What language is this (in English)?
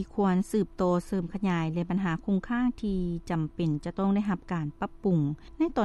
Lao